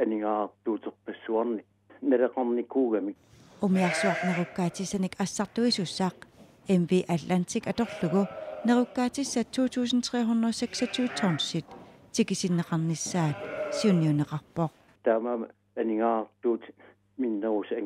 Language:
Kalaallisut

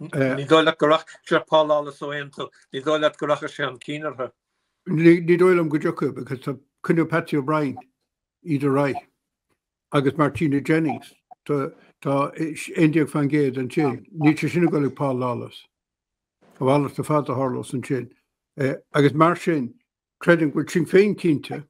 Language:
Irish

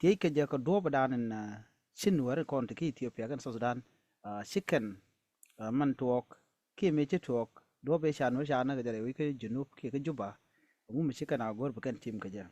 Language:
Nuer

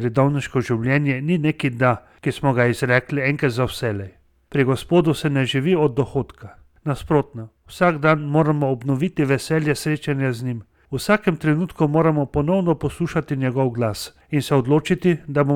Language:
Slovenian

